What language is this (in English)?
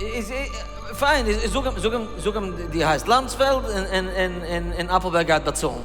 Yiddish